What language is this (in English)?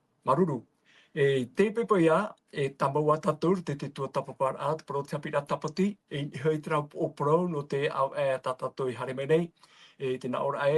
Tahitian